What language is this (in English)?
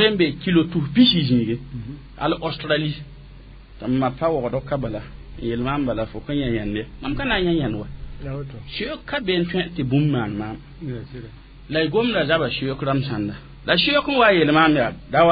Mossi